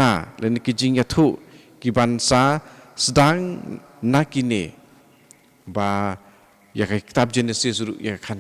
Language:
Khasi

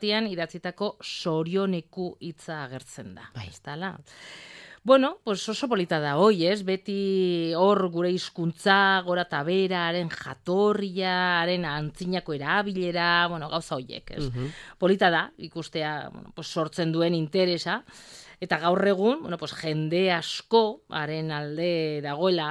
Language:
Basque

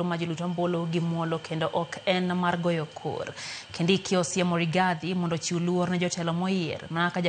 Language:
Luo (Kenya and Tanzania)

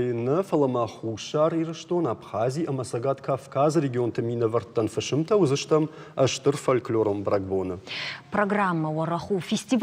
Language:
Ossetic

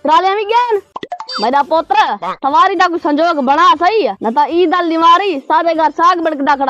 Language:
Saraiki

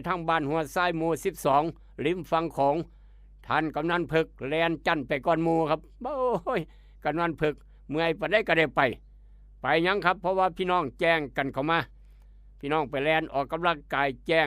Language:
Northeastern Thai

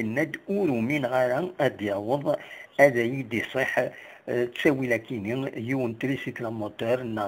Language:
Kabyle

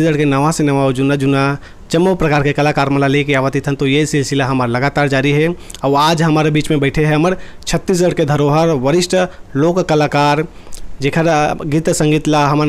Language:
Chhattisgarhi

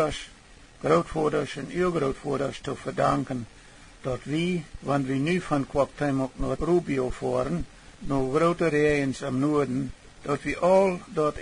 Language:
Plautdietsch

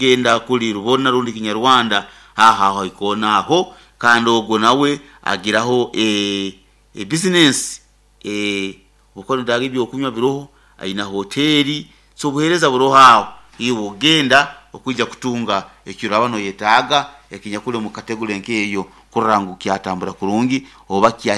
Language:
Nyoro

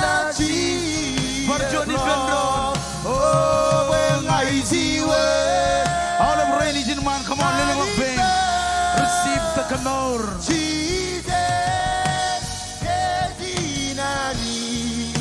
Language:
Marshallese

